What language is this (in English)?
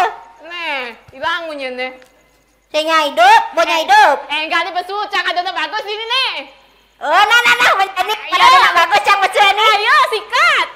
Balinese